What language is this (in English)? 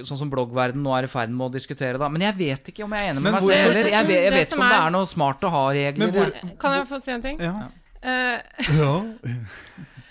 Norwegian